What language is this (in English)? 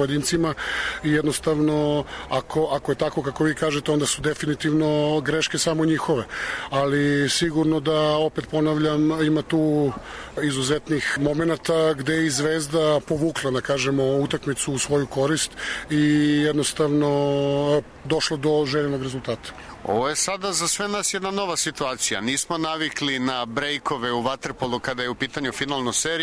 Serbian